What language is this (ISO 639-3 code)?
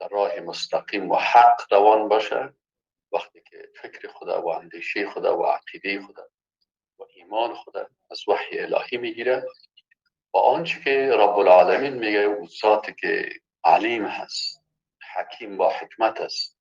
fas